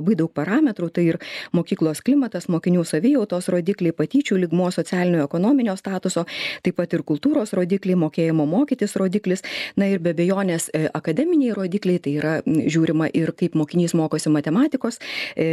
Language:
Lithuanian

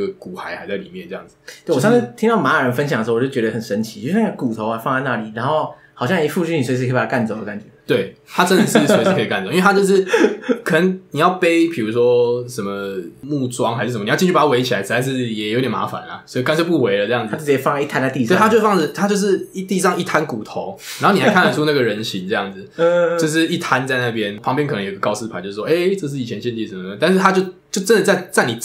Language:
Chinese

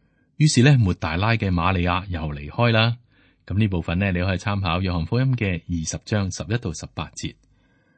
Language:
Cantonese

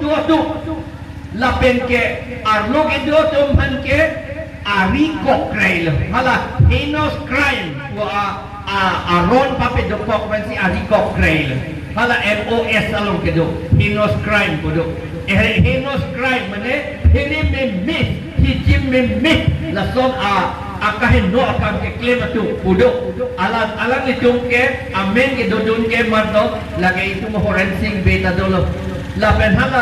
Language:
Karbi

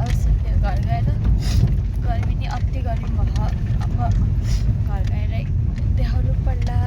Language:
Nepali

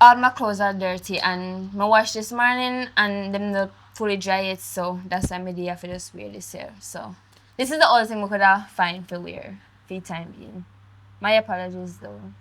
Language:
Jamaican Creole English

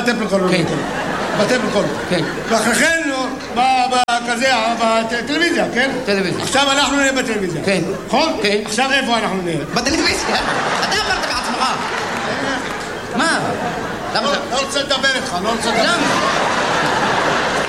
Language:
Hebrew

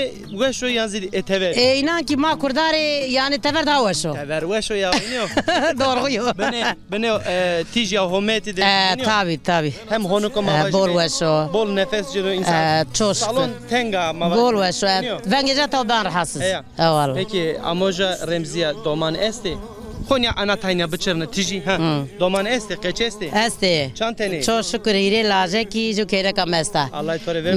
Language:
Zaza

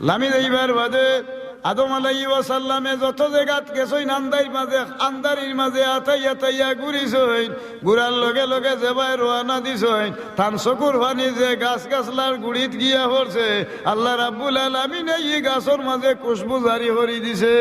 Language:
Sylheti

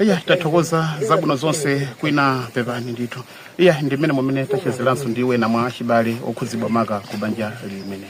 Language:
Nyanja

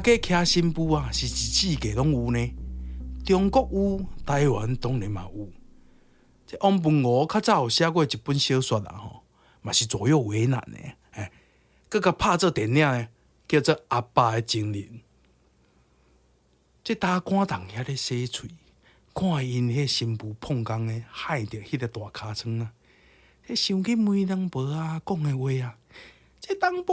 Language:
Min Nan Chinese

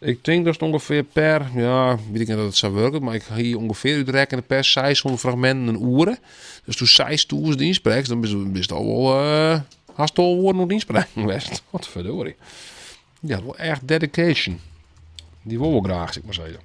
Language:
Western Frisian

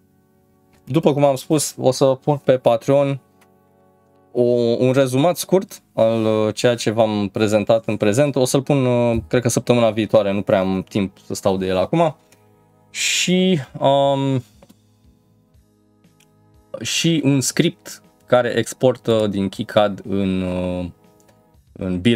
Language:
Romanian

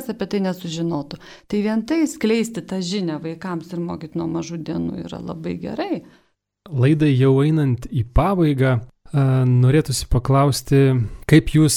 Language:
Lithuanian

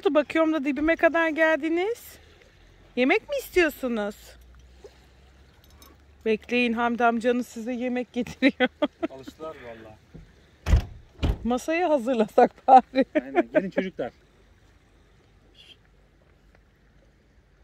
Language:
Turkish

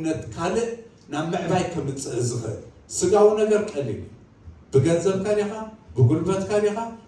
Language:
Tigrinya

